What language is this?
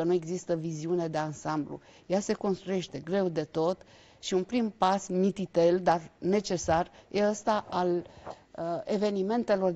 Romanian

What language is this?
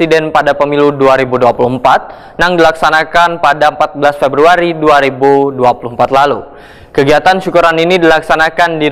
Banjar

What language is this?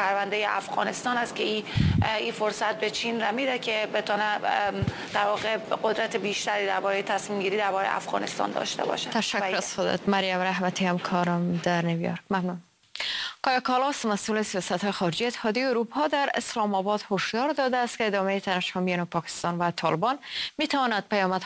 Persian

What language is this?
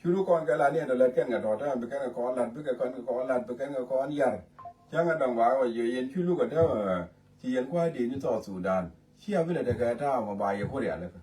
Nuer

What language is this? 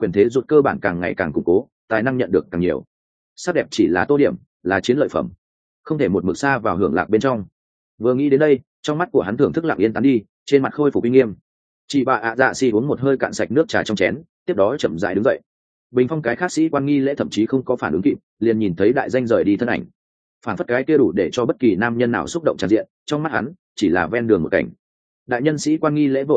Vietnamese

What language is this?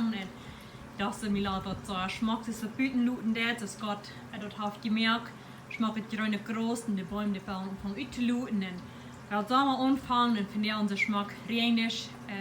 Plautdietsch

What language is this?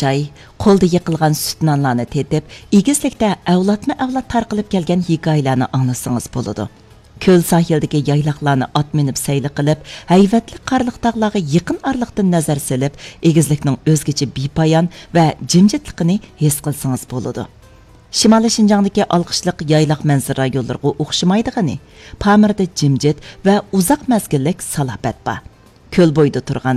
Uyghur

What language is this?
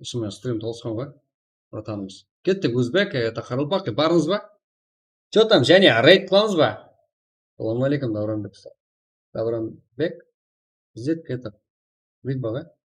Kara-Kalpak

